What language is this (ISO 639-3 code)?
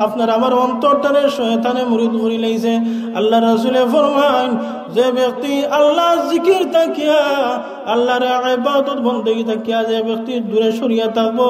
syl